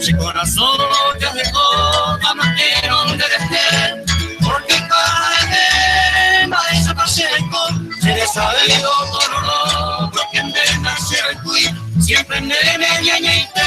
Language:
Guarani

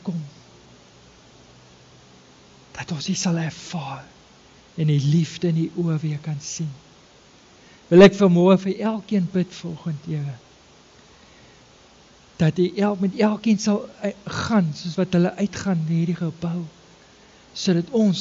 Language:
Afrikaans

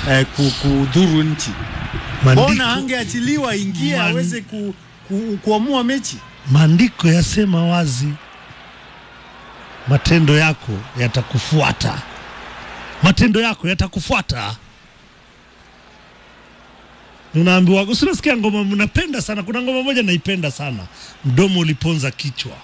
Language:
Swahili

